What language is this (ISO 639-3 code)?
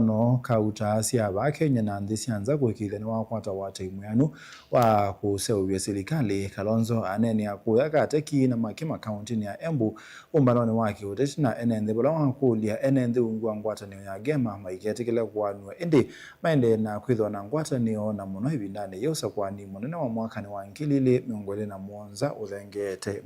kam